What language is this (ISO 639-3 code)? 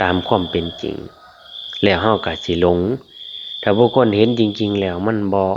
lao